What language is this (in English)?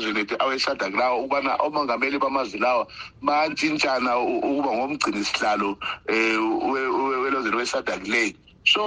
North Ndebele